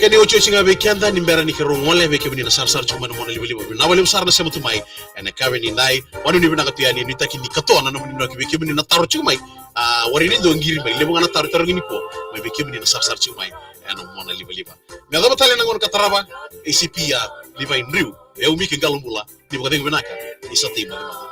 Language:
Fijian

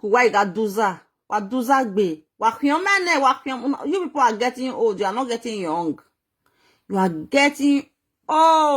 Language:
Nigerian Pidgin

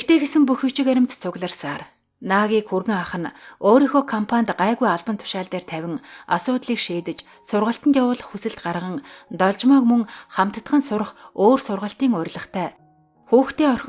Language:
Mongolian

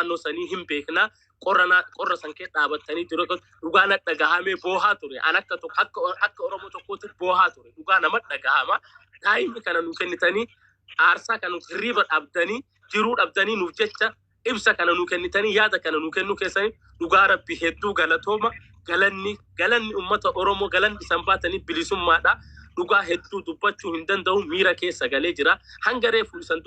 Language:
Oromo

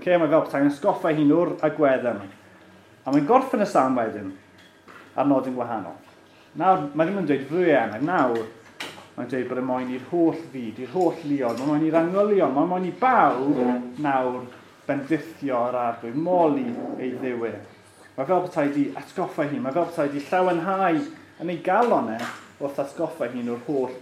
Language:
Welsh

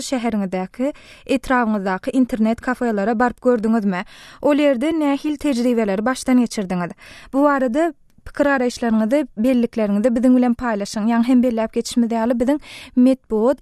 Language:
Turkmen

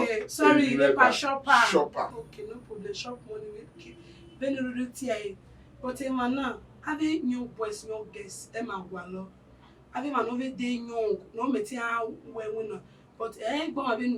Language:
Bini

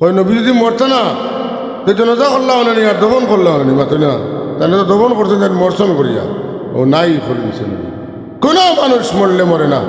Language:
Sylheti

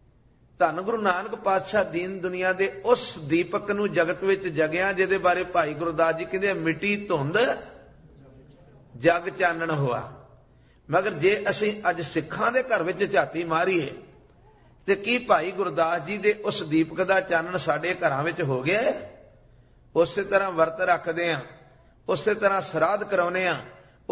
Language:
Punjabi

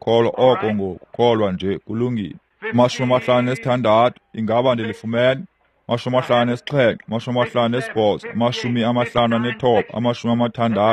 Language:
Xhosa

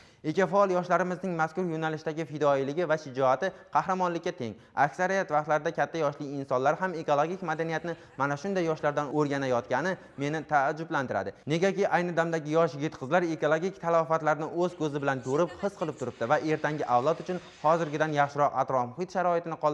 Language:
Uzbek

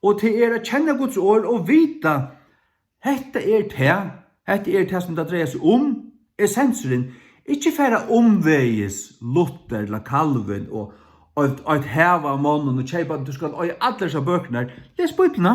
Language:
Faroese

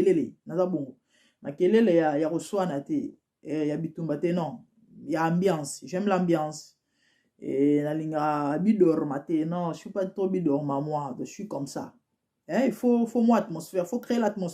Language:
Lingala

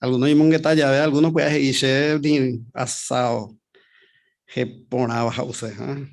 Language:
Guarani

